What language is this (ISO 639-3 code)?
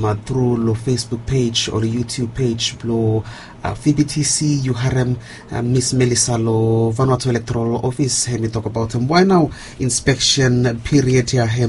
bis